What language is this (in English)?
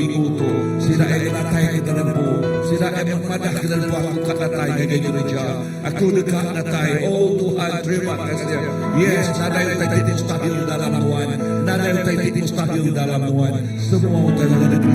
Iban